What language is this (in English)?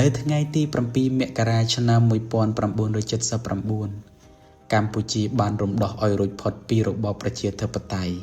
Khmer